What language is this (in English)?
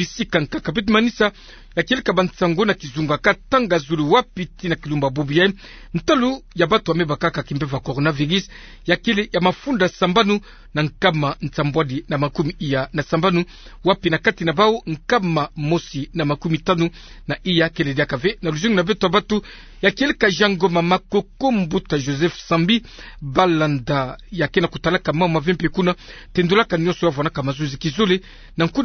Kituba (Democratic Republic of Congo)